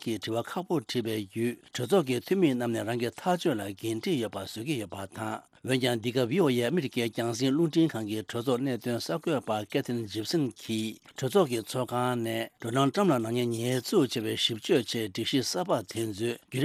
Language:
Tibetan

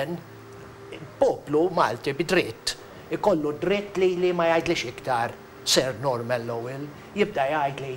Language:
Maltese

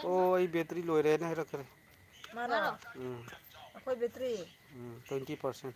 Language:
Manipuri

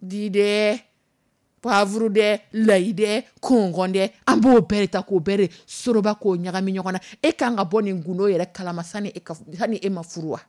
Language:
Dyula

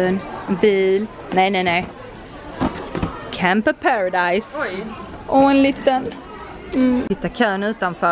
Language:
Swedish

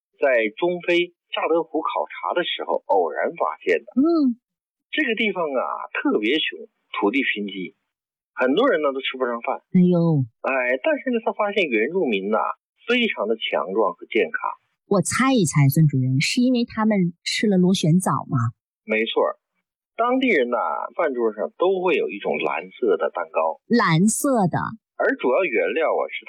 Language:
Chinese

